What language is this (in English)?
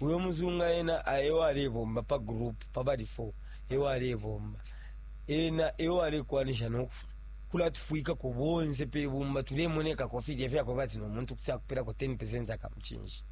Bemba